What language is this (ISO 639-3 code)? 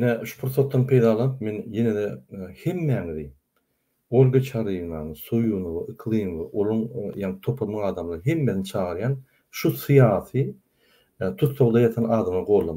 tuk